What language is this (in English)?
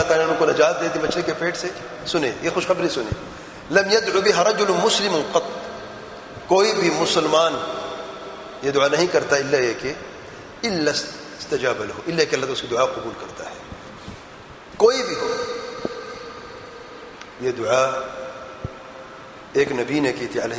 Urdu